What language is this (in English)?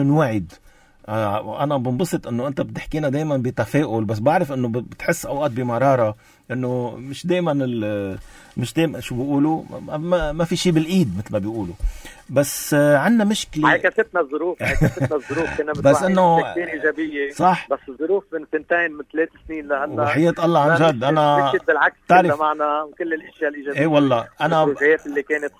North Levantine Arabic